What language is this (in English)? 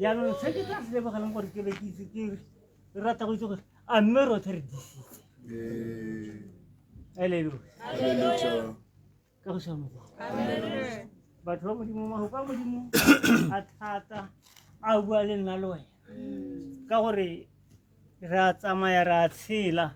Tswana